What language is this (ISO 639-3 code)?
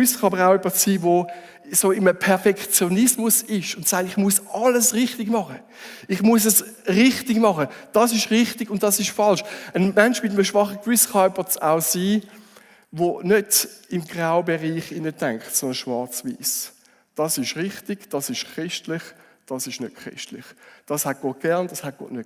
gsw